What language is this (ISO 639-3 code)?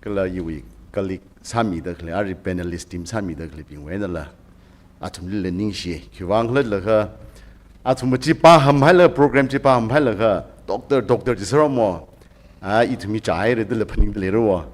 nmf